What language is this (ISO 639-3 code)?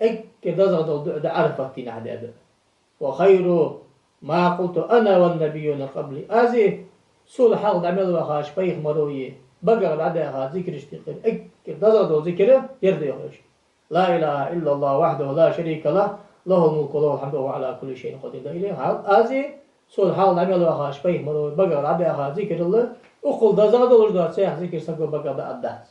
inh